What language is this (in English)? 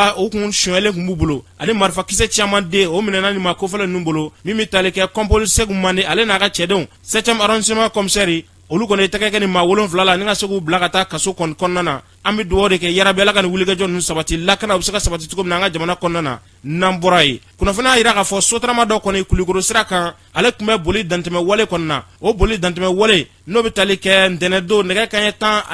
Bambara